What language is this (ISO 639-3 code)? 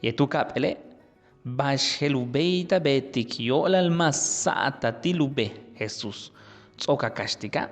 yua